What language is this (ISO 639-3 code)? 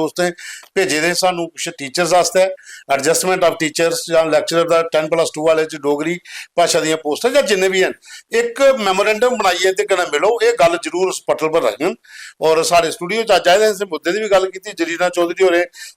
doi